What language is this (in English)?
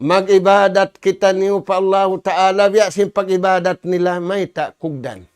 Tausug